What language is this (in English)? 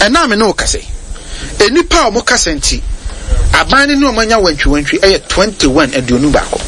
Akan